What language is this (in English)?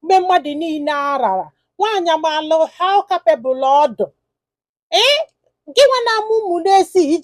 Igbo